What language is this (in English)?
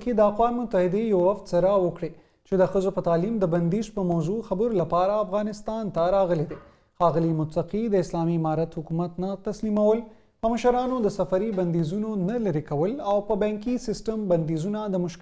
Pashto